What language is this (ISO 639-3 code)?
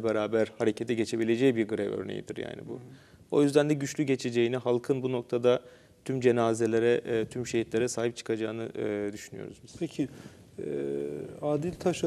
tur